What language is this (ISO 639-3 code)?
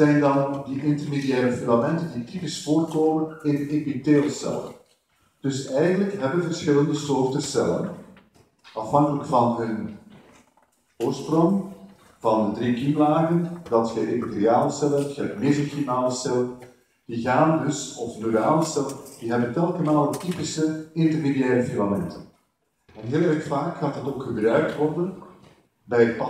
nld